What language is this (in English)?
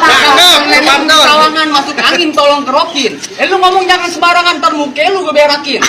Betawi